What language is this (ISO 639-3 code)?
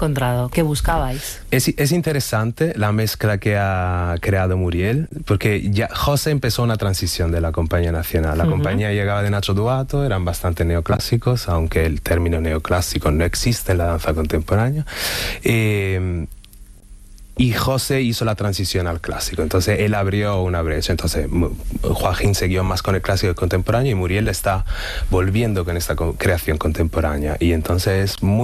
spa